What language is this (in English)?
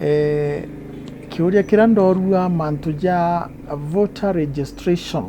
Meru